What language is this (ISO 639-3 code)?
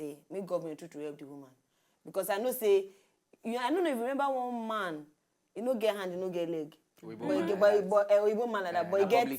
pcm